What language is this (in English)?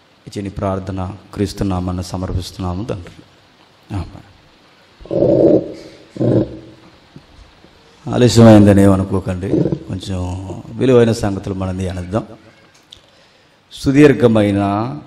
Telugu